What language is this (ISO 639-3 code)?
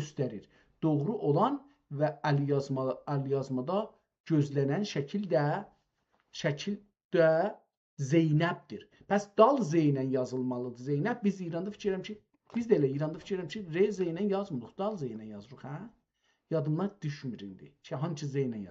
azb